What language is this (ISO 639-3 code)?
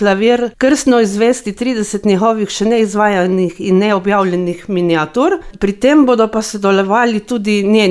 slv